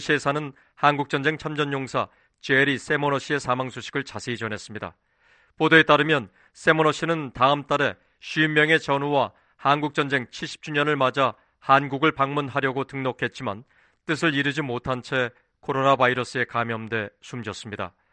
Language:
Korean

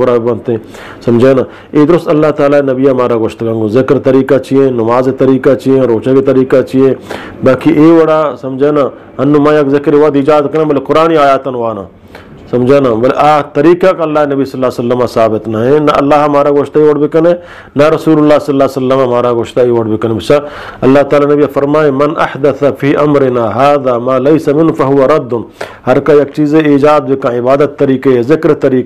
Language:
Eastern Balochi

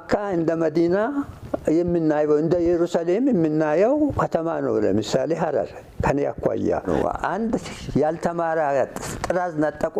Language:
Amharic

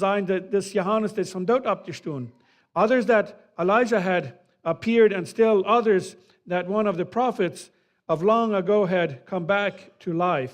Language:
Plautdietsch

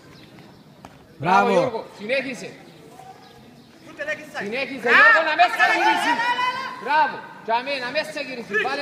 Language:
Greek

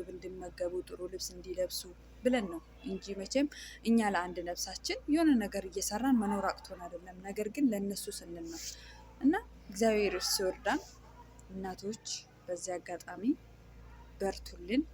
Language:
Amharic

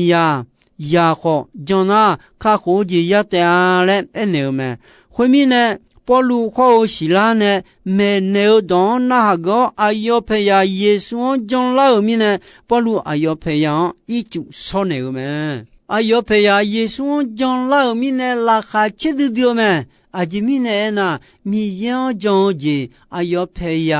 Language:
Akha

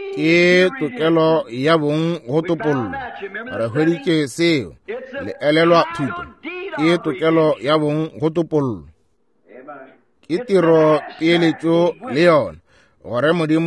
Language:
Northern Sotho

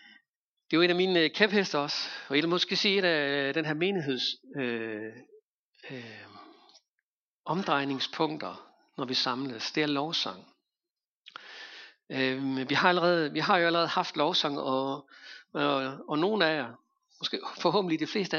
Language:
Danish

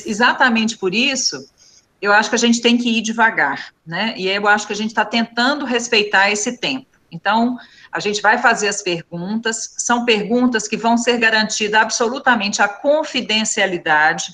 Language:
Portuguese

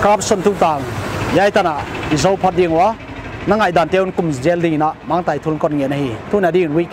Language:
Paite Chin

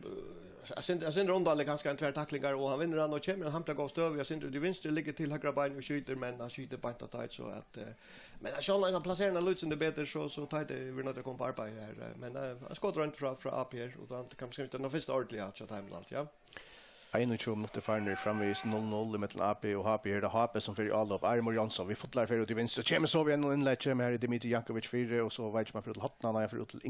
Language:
Faroese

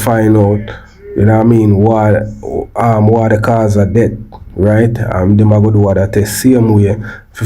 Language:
Jamaican Creole English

